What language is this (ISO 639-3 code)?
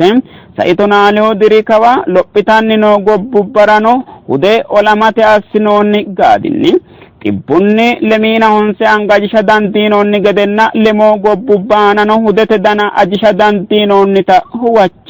sid